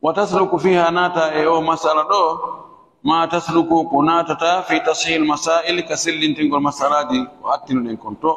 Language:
Fula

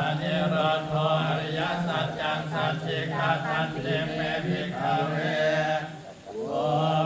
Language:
Pali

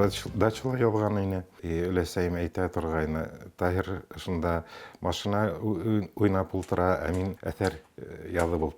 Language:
Bashkir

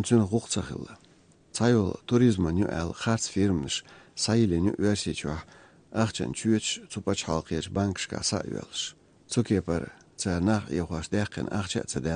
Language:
Chechen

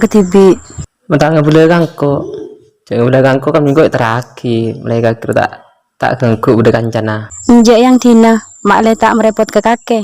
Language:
Madurese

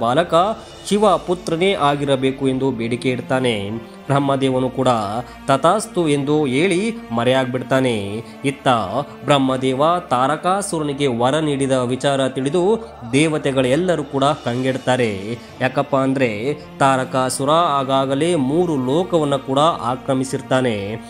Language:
Kannada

